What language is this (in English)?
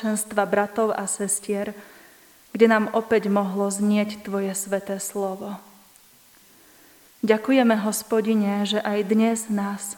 Slovak